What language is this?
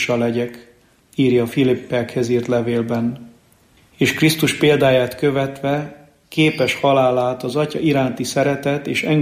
Hungarian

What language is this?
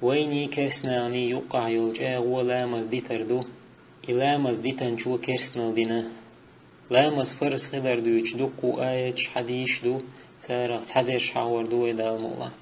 Chechen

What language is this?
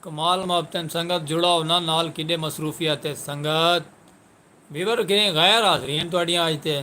Saraiki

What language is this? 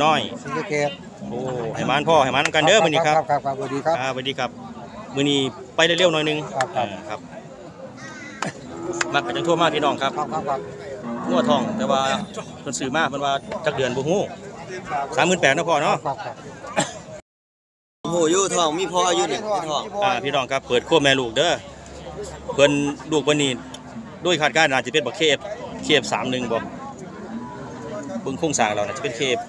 Northeastern Thai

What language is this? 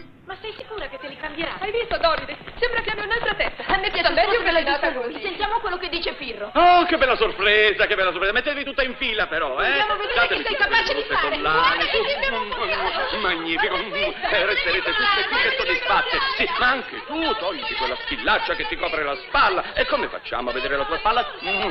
Italian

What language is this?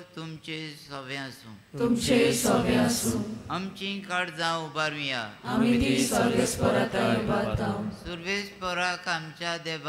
Konkani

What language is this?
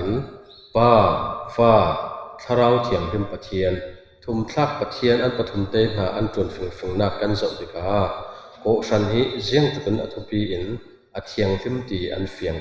Falam Chin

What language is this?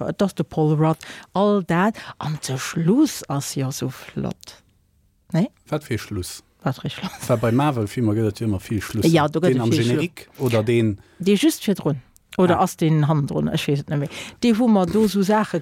Luxembourgish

